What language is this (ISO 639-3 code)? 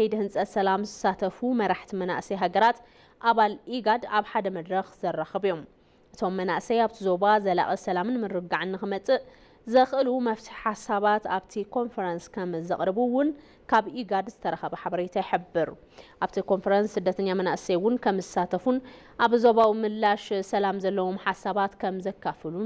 tir